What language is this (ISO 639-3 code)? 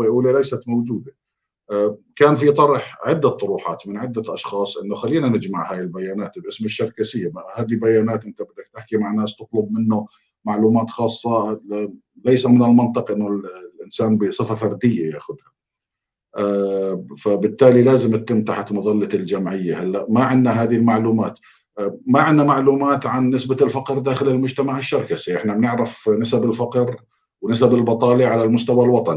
apc